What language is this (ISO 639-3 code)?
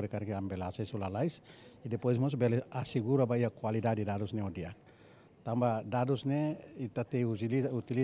tet